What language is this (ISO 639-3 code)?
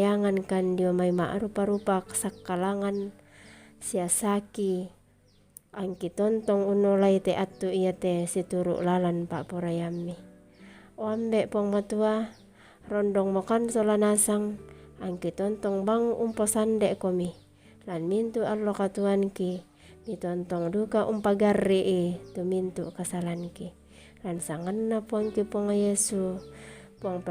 sda